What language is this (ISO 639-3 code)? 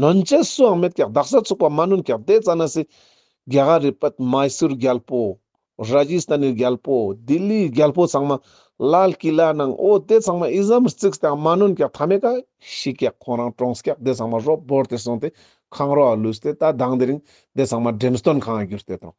lbj